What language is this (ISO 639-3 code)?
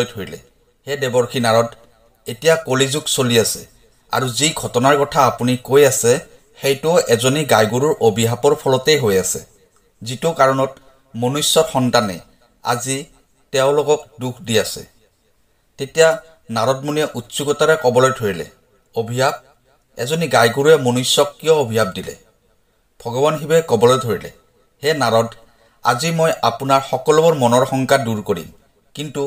asm